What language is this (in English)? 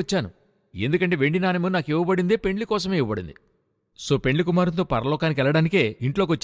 Telugu